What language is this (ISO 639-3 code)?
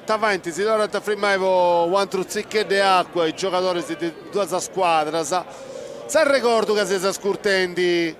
srd